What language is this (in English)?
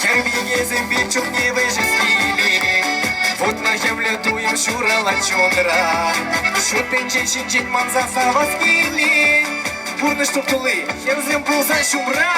Chuvash